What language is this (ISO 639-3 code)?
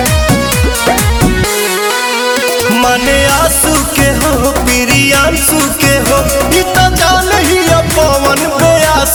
bho